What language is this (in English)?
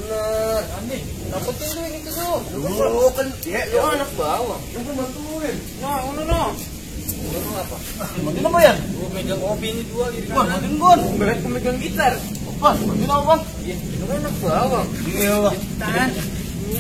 Betawi